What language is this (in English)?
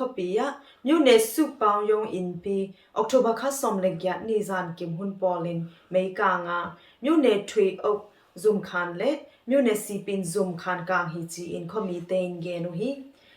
Tedim Chin